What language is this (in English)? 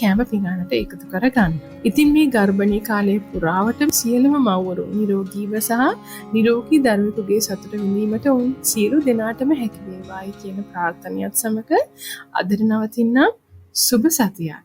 Sinhala